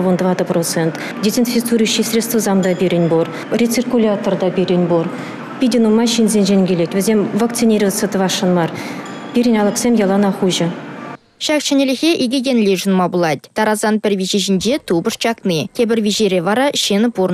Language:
Chuvash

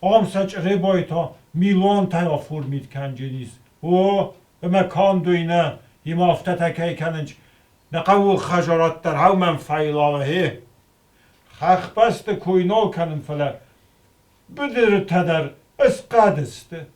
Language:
Ossetic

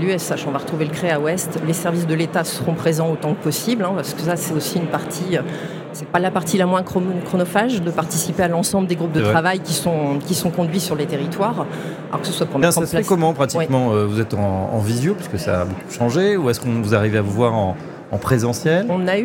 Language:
French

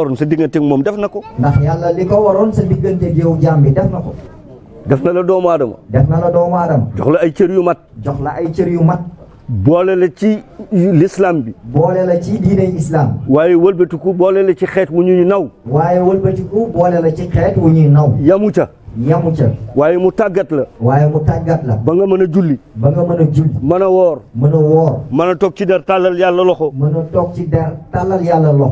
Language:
Wolof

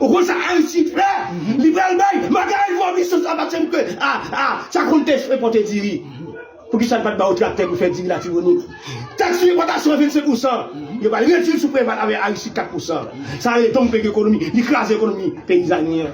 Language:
Haitian Creole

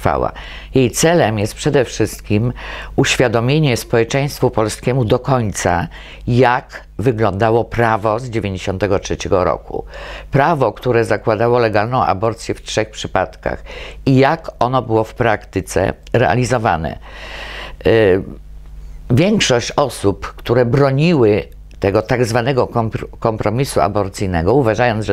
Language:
Polish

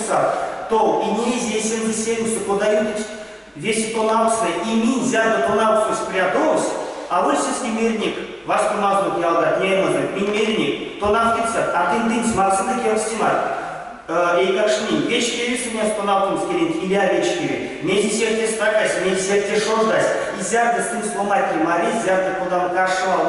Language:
Erzya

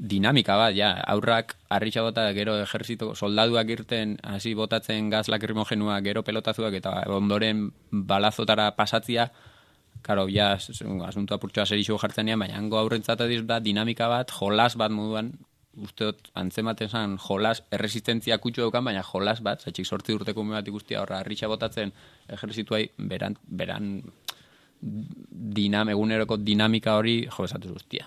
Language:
Basque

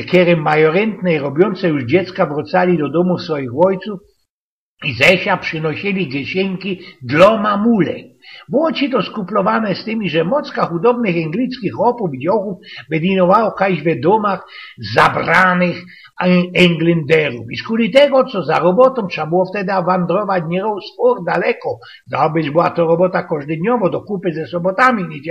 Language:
Silesian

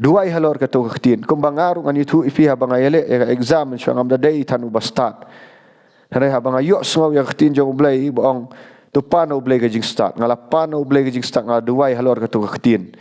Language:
Khasi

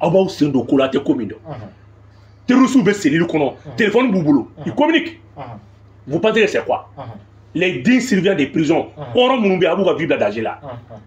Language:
Bambara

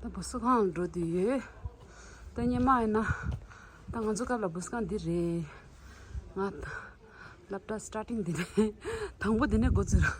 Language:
Tibetan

